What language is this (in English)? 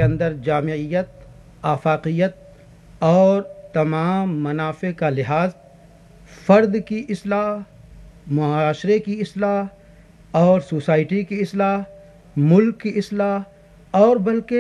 Urdu